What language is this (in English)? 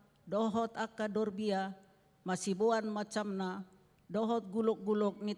Batak Toba